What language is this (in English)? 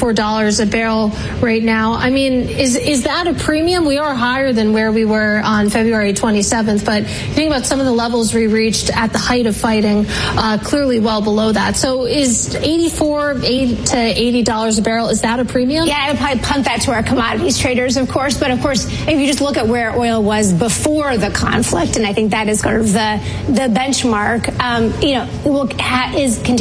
English